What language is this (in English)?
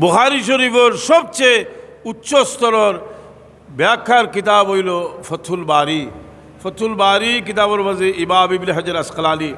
Sylheti